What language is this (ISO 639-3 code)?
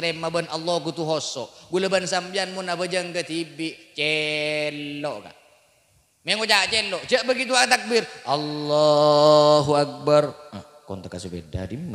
mad